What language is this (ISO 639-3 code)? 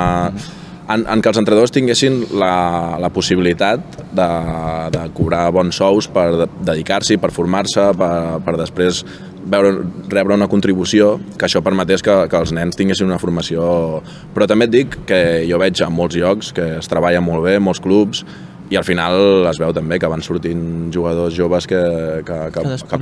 cat